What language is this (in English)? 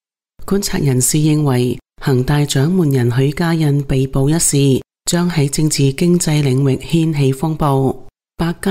Cantonese